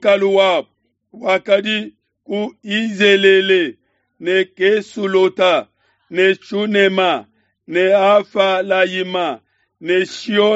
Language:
Luba-Lulua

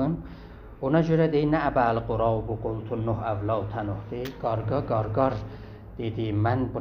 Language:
South Azerbaijani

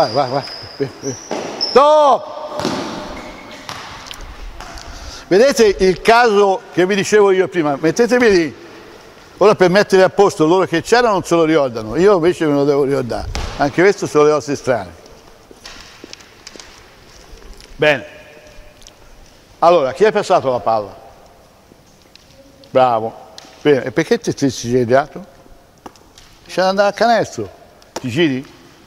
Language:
Italian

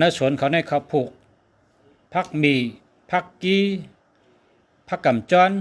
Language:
Shan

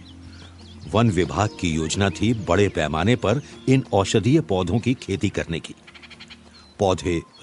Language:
Hindi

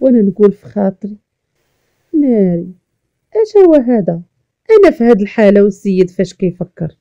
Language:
Moroccan Arabic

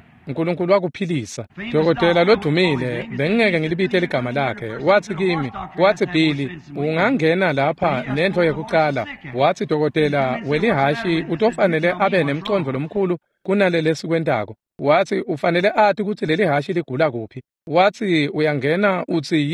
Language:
Swati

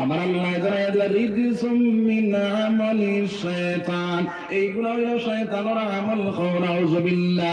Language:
Sylheti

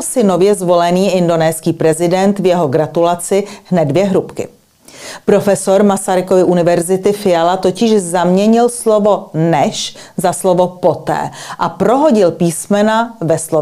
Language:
Czech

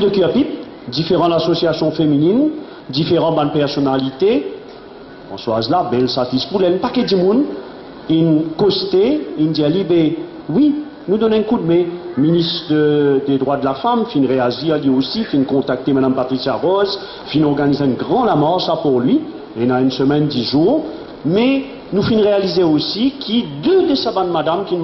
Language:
Morisyen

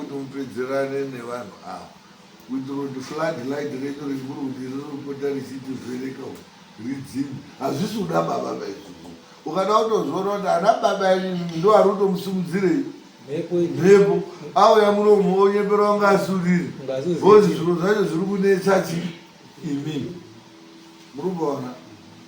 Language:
Shona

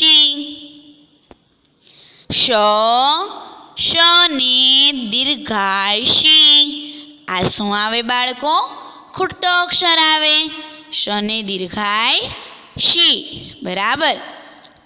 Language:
Gujarati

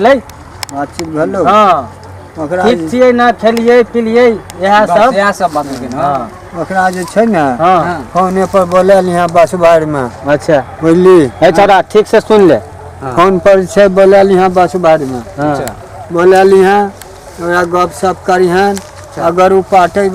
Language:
Maithili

